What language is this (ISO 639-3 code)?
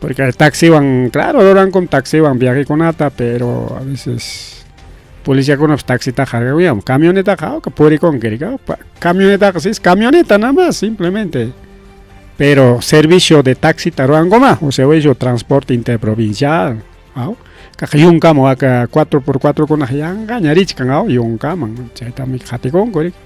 quy